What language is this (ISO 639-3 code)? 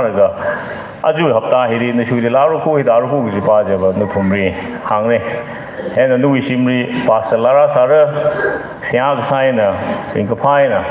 nmf